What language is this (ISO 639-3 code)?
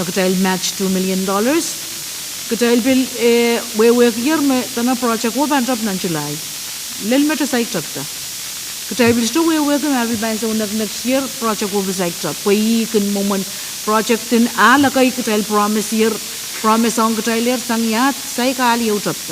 pon